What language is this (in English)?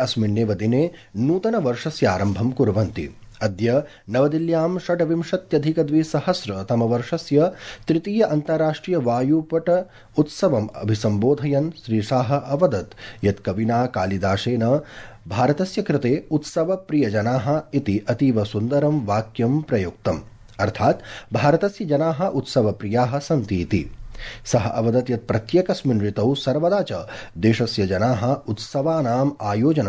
Sanskrit